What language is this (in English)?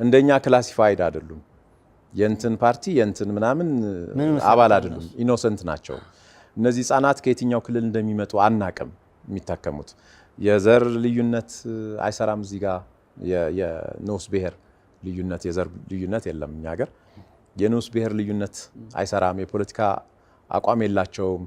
Amharic